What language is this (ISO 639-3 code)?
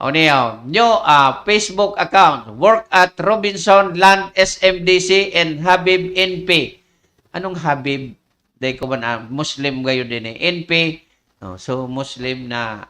bik